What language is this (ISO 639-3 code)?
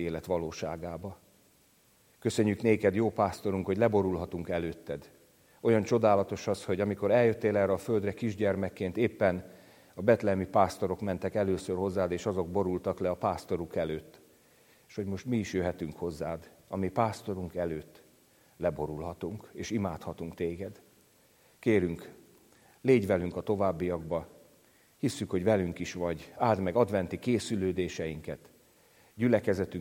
hun